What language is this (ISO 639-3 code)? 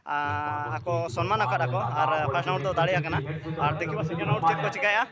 sat